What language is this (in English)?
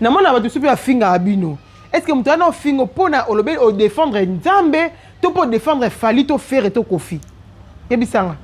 Lingala